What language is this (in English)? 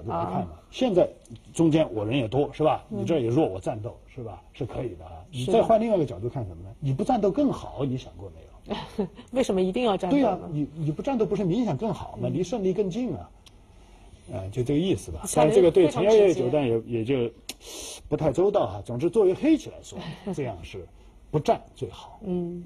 Chinese